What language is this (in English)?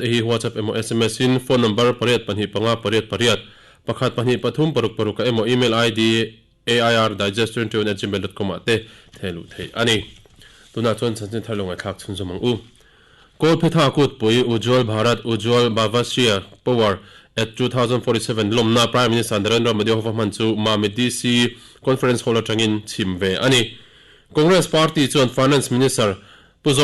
Mizo